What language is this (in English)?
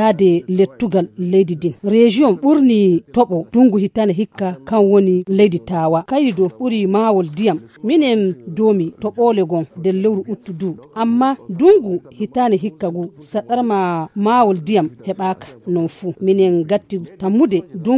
Fula